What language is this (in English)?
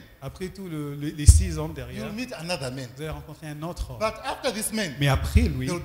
French